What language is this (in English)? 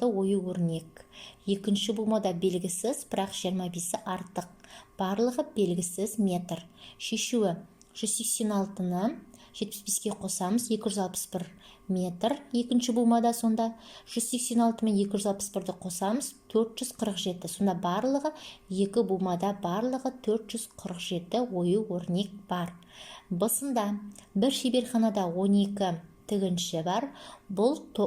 Kazakh